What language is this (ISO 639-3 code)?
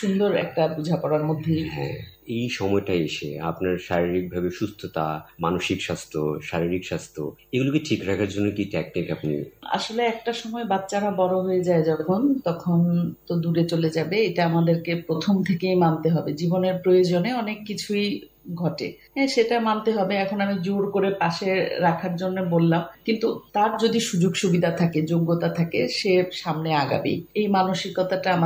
ben